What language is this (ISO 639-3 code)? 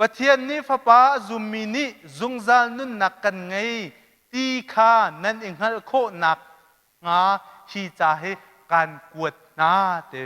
cnh